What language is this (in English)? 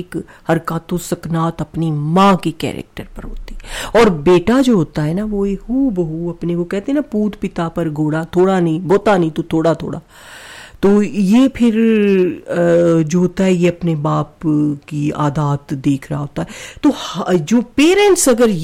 Urdu